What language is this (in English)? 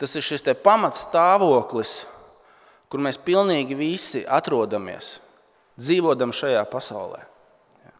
Latvian